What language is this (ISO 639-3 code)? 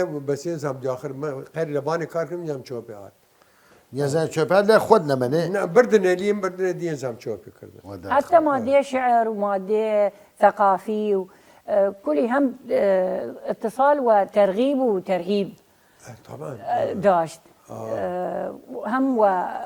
sdh